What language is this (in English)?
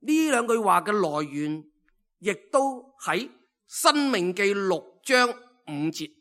Cantonese